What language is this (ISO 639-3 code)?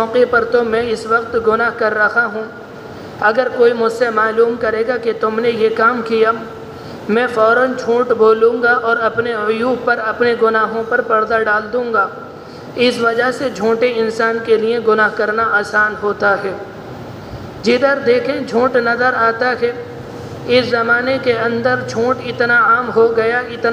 urd